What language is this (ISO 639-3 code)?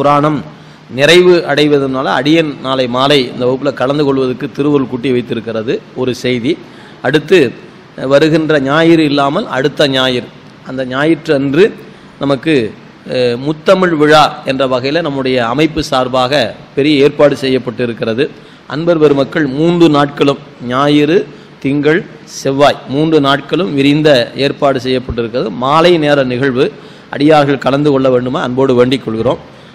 tam